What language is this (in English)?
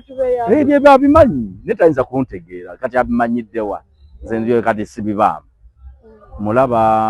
Ganda